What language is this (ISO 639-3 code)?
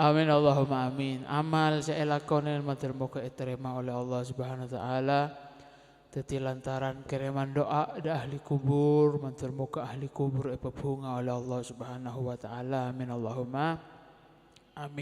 mad